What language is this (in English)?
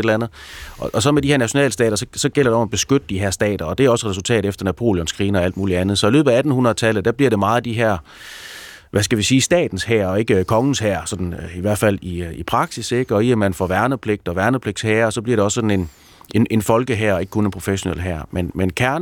Danish